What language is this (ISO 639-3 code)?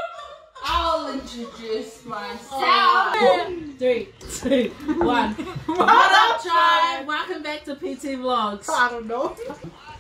eng